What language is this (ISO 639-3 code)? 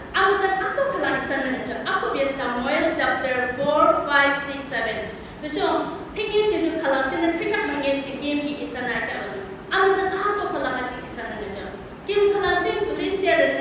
yim